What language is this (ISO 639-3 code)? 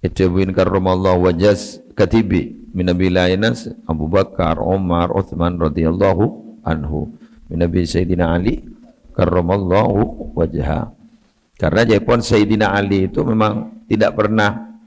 mad